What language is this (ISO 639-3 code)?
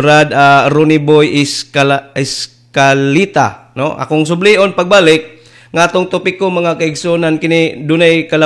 ceb